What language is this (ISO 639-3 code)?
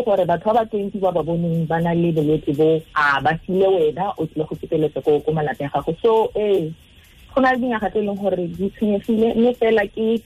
tsn